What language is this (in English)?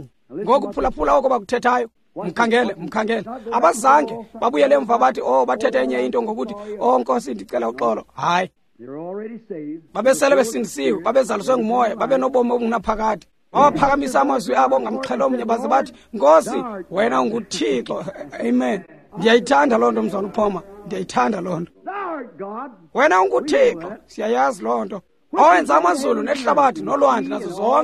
Xhosa